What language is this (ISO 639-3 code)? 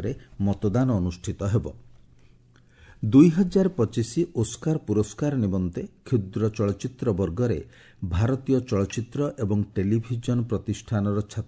ori